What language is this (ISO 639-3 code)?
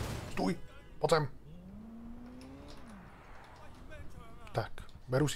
ces